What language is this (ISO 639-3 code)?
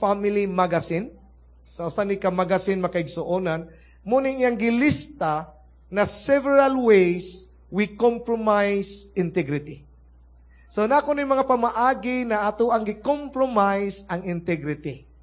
ceb